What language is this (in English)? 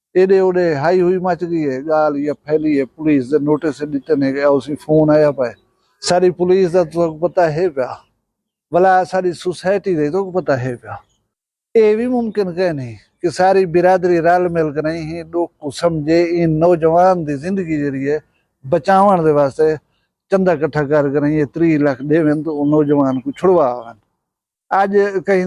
Saraiki